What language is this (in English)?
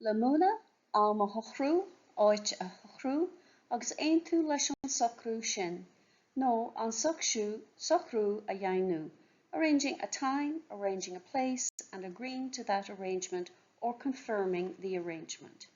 Irish